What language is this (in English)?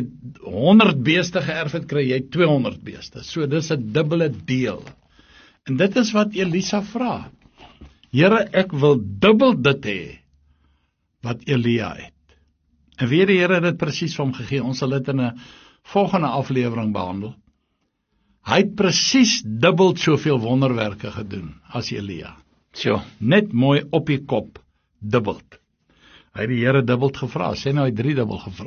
Afrikaans